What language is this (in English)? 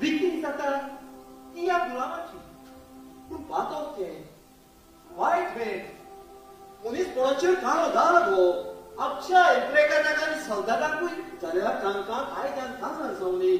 Konkani